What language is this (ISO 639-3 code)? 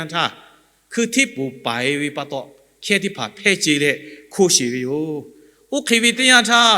lhu